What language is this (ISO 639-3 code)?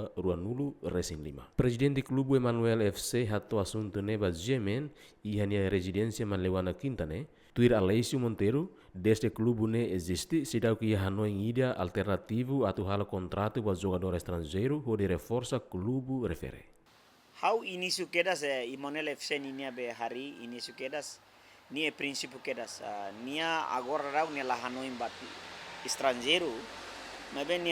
tet